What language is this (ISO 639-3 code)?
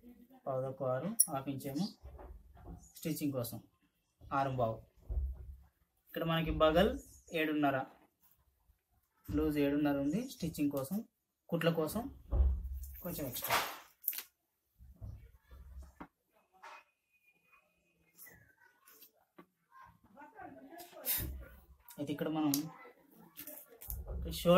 tel